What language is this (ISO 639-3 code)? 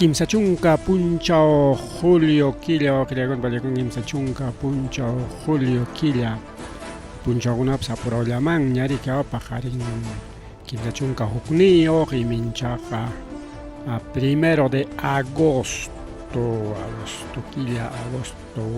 quy